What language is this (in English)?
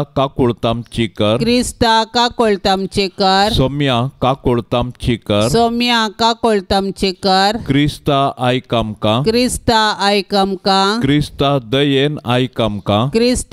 Konkani